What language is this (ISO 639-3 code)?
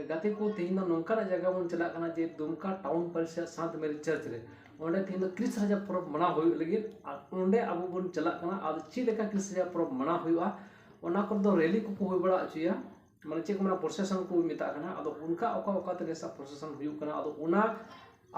sat